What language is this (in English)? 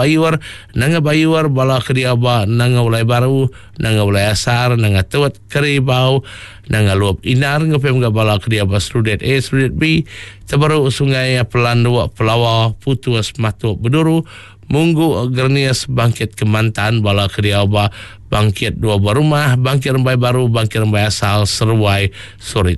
Iban